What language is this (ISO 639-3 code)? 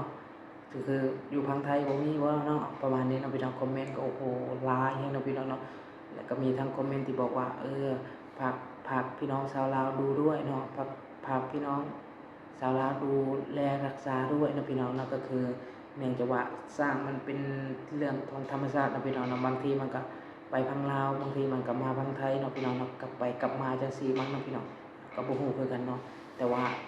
lao